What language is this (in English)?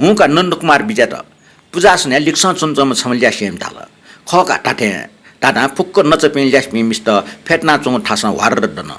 Newari